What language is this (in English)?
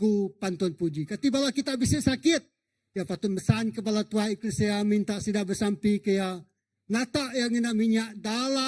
Iban